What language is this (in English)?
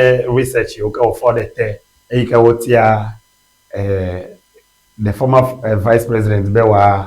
Ewe